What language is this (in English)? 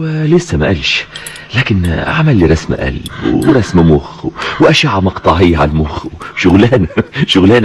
Egyptian Arabic